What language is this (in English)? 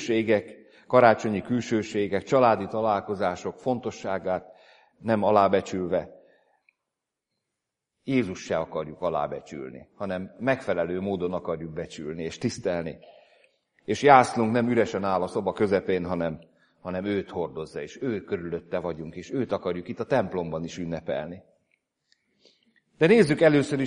Hungarian